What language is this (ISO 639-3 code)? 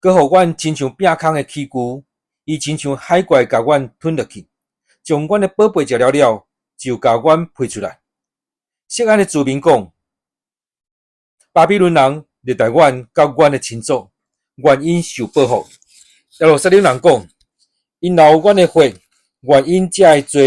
nan